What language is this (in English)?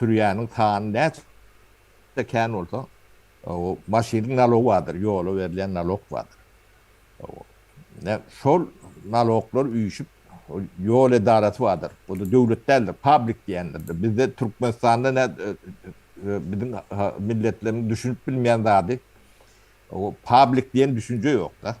Turkmen